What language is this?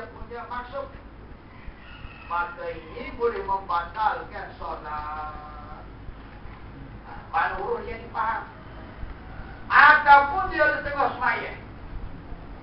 Malay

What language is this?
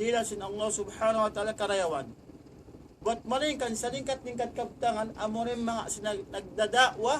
Tausug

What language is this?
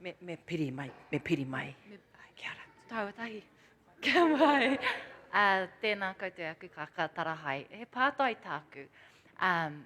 Māori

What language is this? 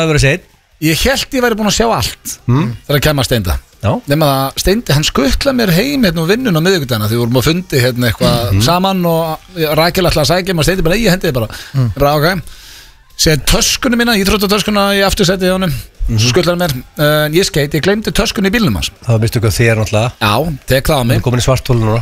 Icelandic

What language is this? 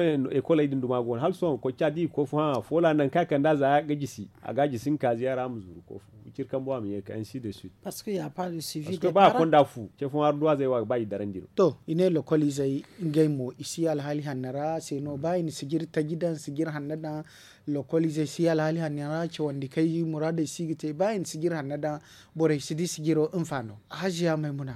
Zarma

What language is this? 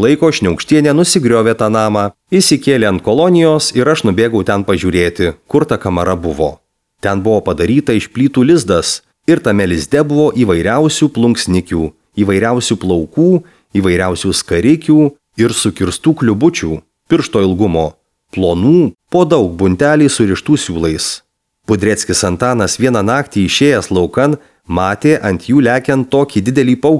Lithuanian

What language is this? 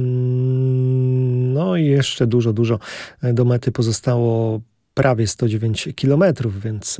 Polish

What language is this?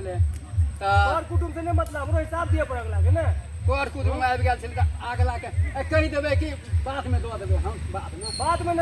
Maithili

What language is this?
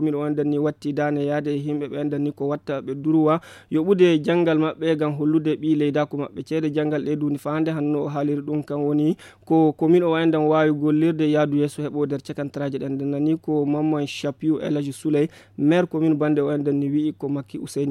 Fula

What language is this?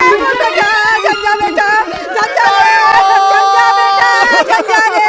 Chhattisgarhi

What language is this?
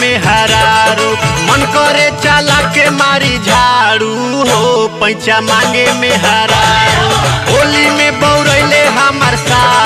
Bhojpuri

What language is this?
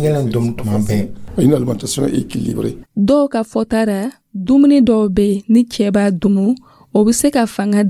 Dyula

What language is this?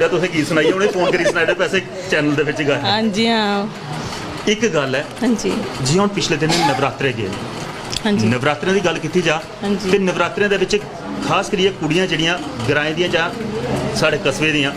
Dogri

